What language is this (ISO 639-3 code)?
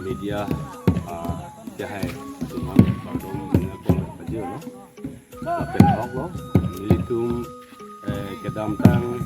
mjw